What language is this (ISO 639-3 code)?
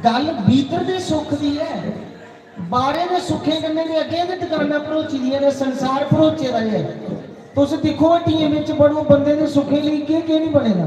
doi